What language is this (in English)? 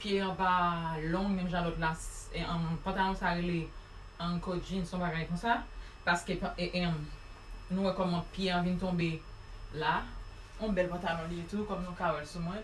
Haitian Creole